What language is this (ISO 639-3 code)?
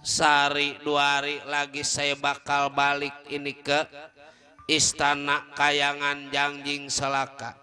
bew